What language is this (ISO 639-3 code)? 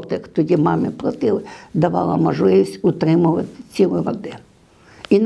ukr